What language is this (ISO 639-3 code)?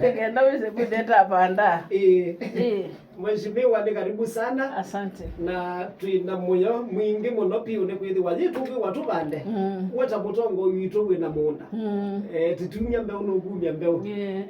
kam